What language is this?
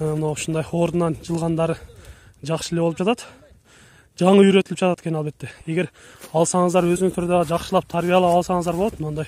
Kyrgyz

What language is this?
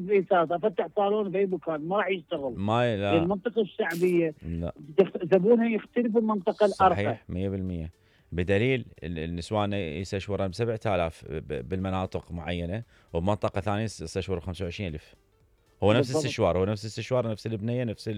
Mesopotamian Arabic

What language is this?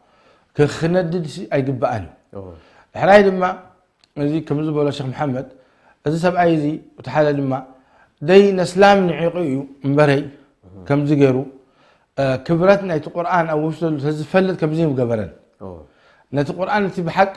Tigrinya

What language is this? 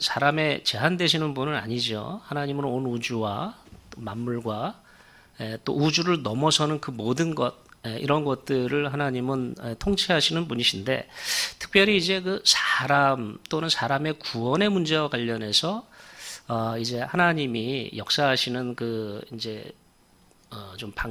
Korean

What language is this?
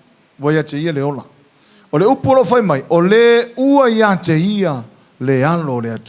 Samoan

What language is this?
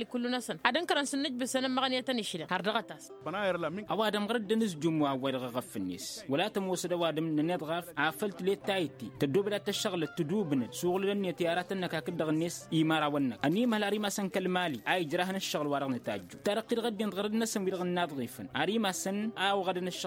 Tamasheq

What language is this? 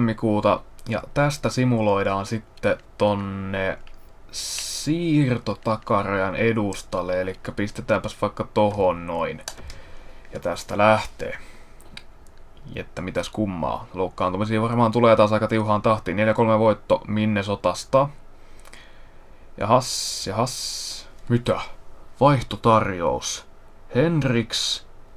Finnish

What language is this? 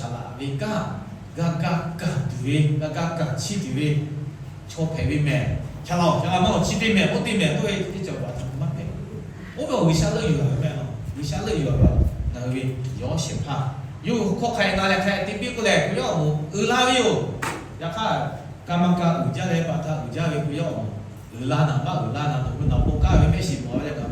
Lahu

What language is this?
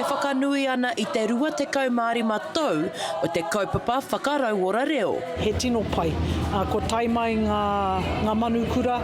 Māori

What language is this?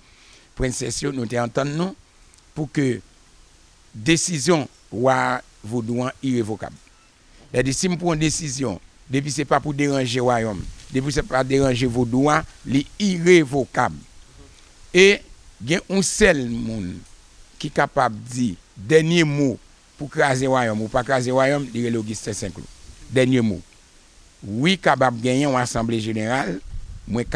Haitian Creole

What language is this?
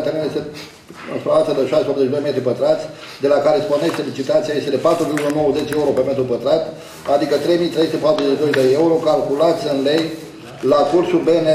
Romanian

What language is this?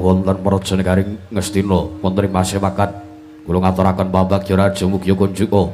Javanese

